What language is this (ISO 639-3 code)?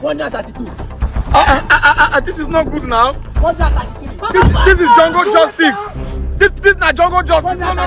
pcm